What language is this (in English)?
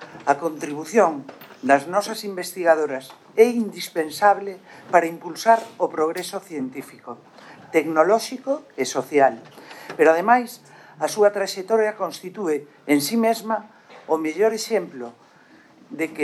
Galician